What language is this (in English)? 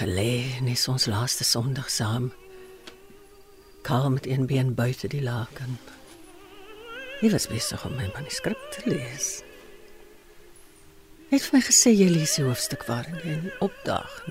Afrikaans